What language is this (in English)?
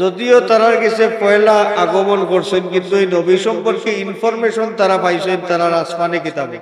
Sylheti